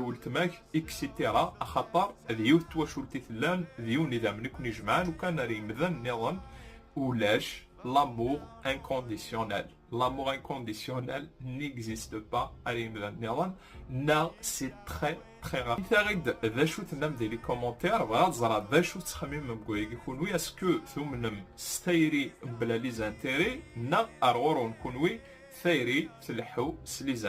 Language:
Kabyle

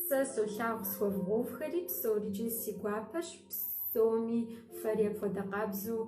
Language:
Kabardian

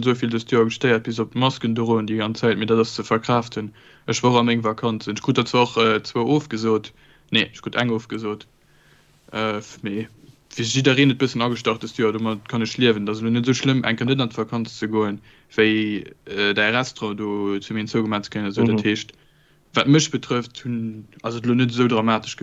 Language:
Luxembourgish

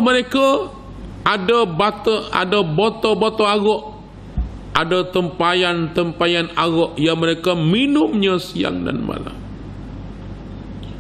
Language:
Malay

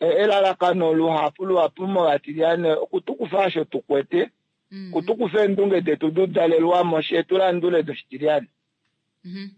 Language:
Kuanyama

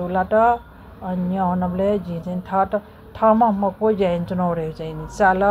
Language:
Newari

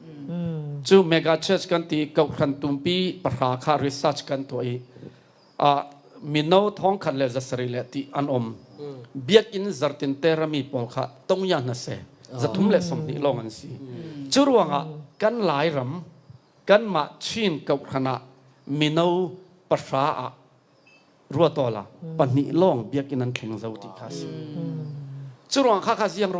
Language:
Falam Chin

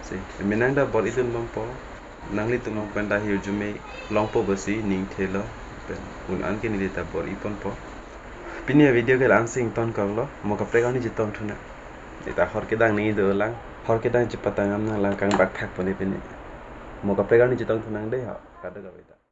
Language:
Karbi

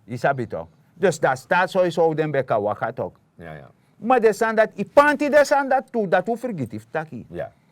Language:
Sranan Tongo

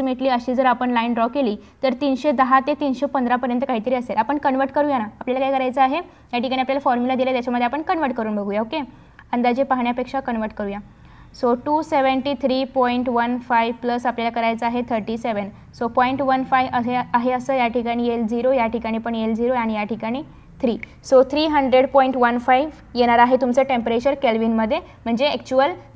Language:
Marathi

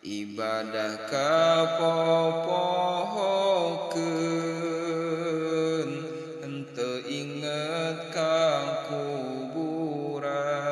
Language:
Sundanese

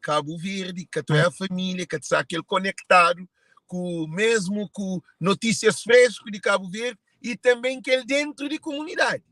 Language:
Kabuverdianu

